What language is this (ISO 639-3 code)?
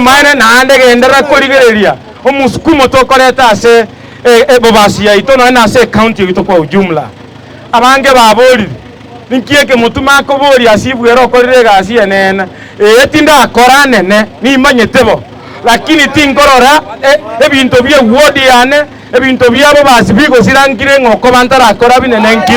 guz